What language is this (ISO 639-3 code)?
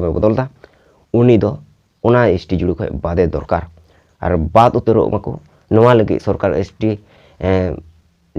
sat